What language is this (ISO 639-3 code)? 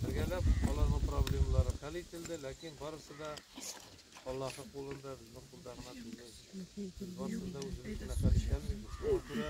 tat